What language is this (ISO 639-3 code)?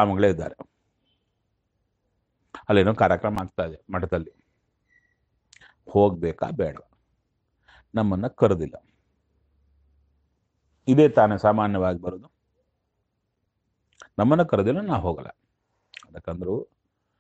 kan